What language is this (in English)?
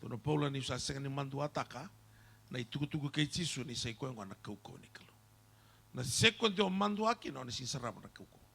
Fijian